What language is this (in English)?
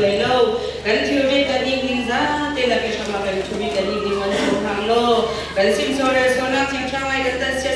Hakha Chin